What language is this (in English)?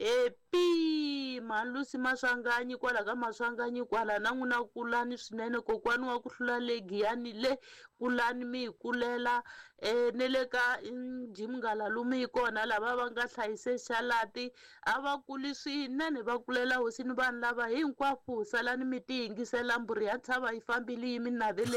Tsonga